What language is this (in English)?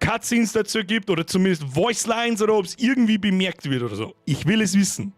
Bavarian